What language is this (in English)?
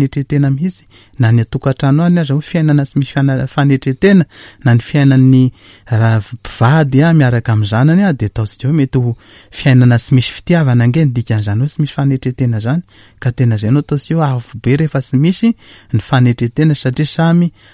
Malagasy